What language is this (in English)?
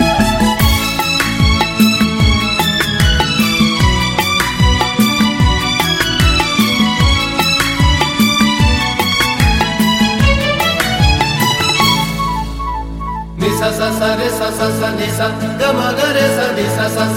Hindi